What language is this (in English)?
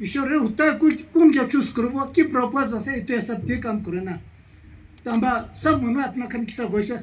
Naga Pidgin